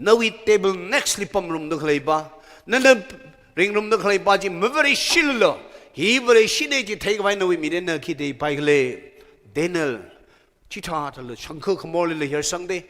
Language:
Tangkhul Naga (India)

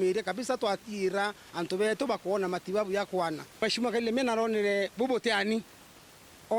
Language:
Meru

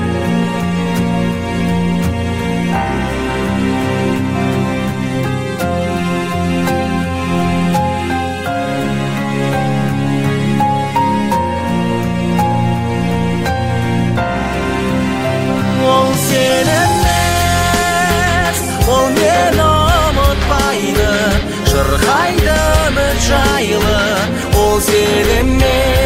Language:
Kazakh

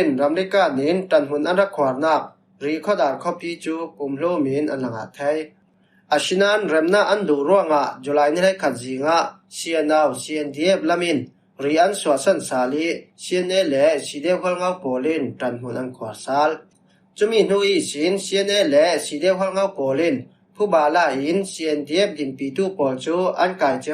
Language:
Falam Chin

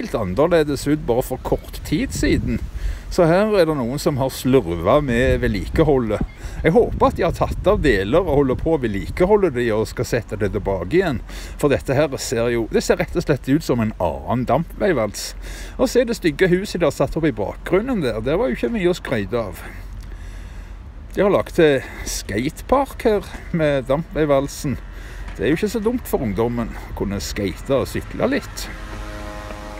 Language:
Norwegian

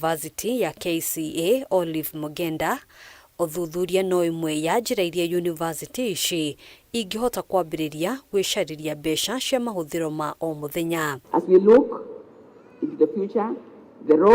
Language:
Kikuyu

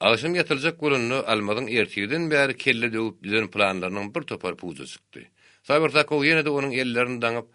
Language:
Turkmen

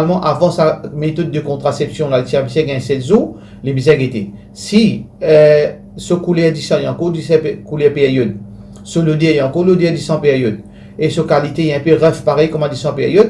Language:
Morisyen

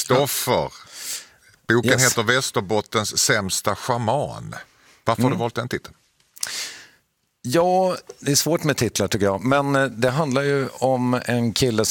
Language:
Swedish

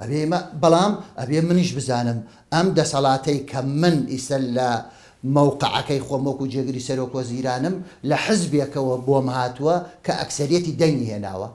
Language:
Central Kurdish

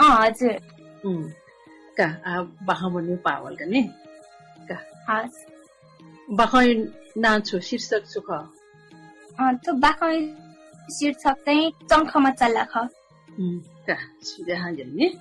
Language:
Newari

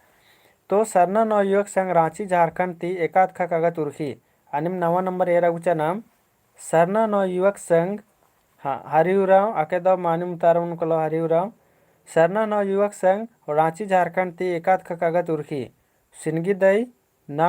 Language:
Kurukh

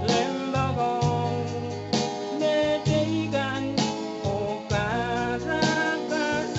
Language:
Pohnpeian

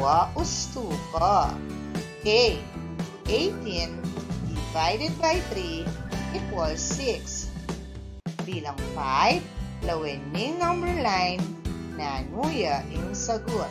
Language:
Pampanga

